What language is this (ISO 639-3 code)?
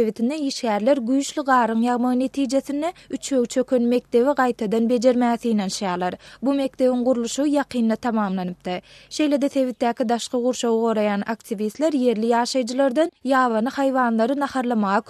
tuk